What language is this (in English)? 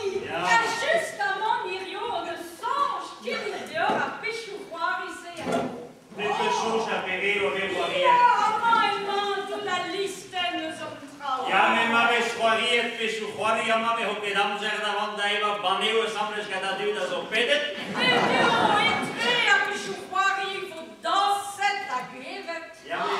Breton